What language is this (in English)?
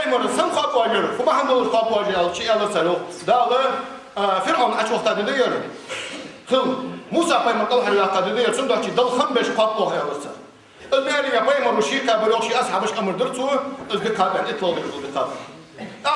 Ingush